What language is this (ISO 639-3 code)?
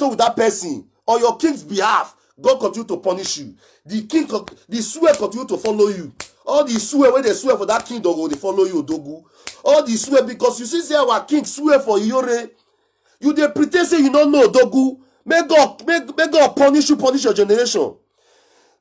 pcm